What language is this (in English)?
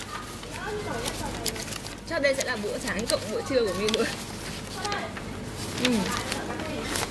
Vietnamese